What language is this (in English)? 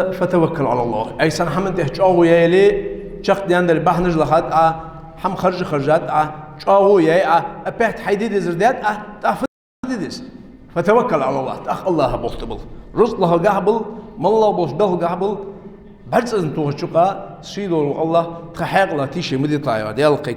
Ingush